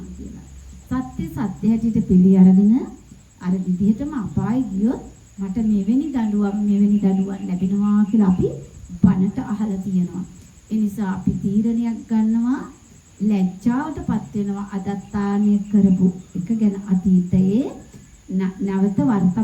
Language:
Sinhala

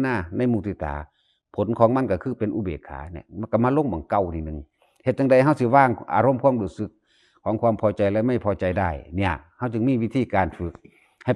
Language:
Northeastern Thai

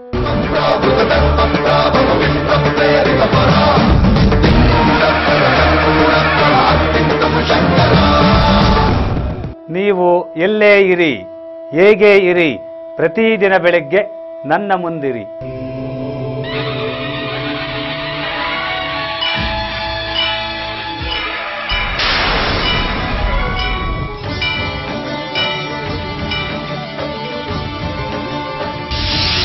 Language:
Kannada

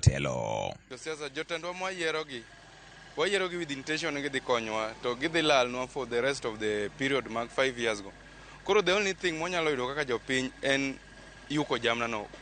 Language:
Luo (Kenya and Tanzania)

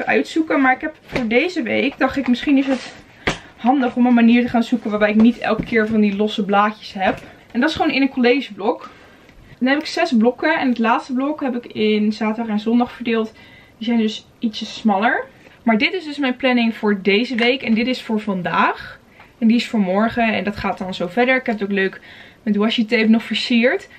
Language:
Dutch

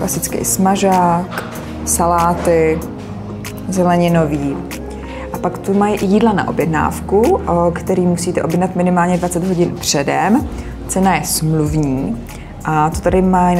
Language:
Czech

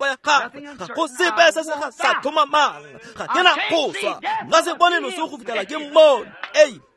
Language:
Tswana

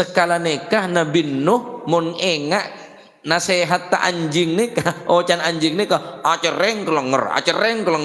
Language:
Madurese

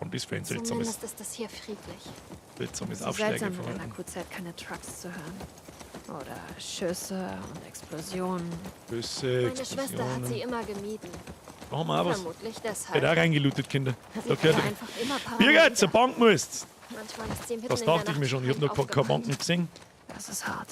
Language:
Bavarian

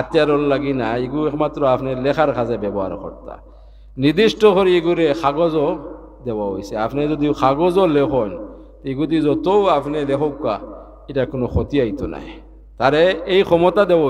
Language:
Sylheti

